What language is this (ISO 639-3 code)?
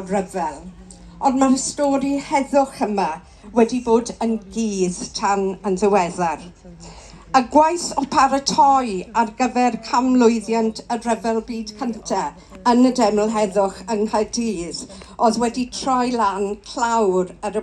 cym